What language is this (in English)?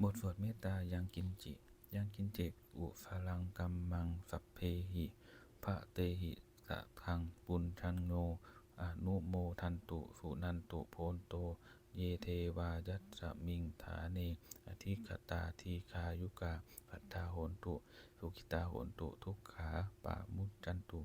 Pali